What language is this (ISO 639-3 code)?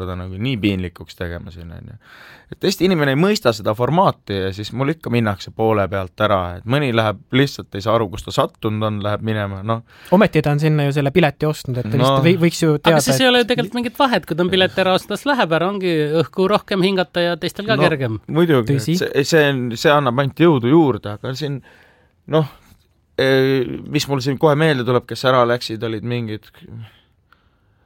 est